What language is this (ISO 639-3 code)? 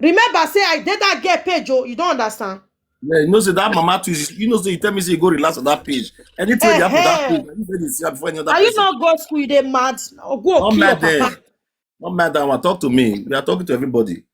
pcm